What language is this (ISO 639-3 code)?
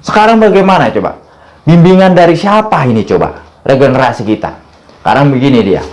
bew